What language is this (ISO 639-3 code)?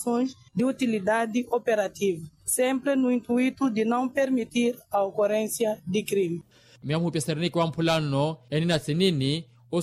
vmw